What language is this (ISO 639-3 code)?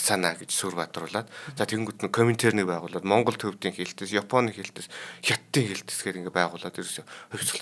mon